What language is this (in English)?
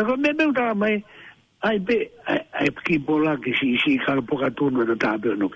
Tongan